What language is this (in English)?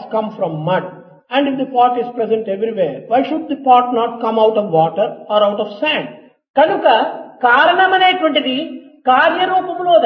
Telugu